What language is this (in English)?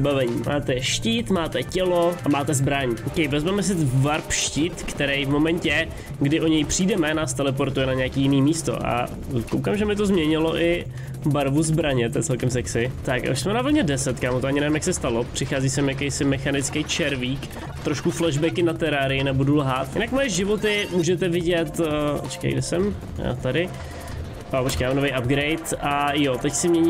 Czech